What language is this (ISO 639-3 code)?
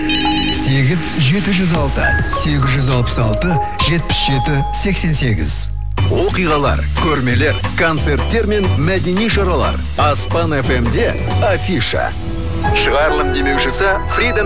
kaz